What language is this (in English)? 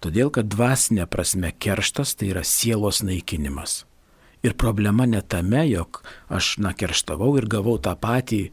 Lithuanian